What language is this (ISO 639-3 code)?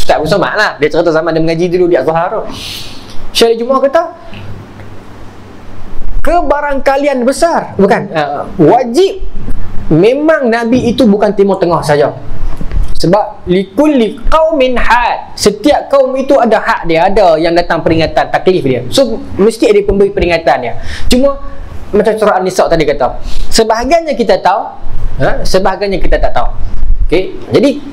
msa